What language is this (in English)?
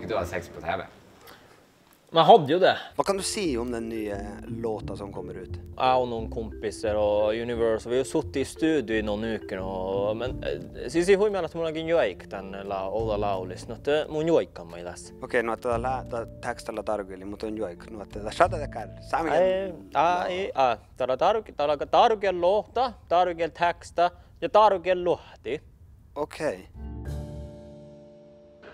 Norwegian